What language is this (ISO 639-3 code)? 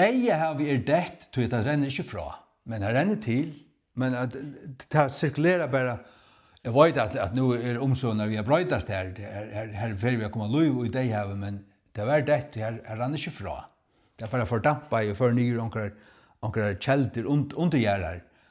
fao